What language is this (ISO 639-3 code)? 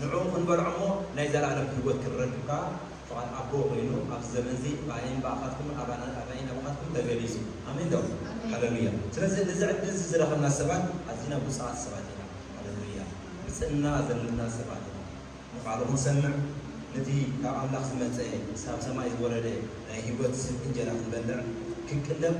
tir